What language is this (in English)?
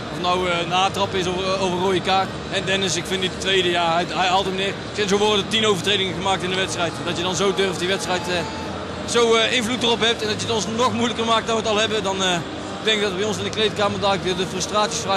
Dutch